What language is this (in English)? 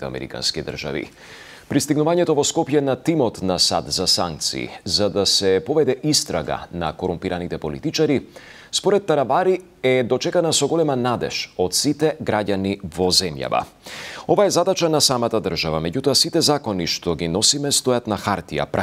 Macedonian